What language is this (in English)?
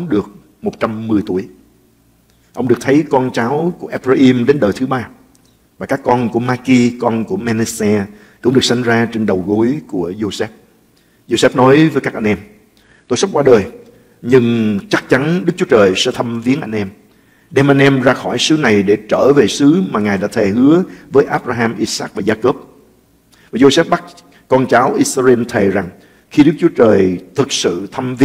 Vietnamese